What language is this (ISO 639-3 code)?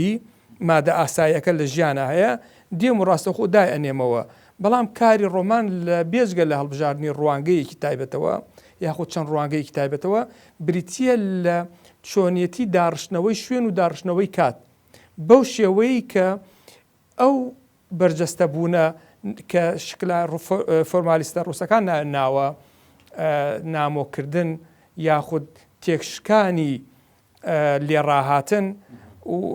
ckb